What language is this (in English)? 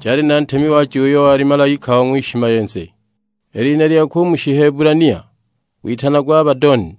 Sukuma